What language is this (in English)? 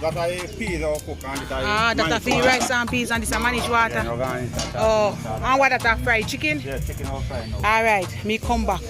Jamaican Creole English